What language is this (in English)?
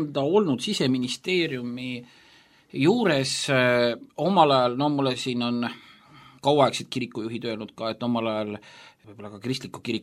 Estonian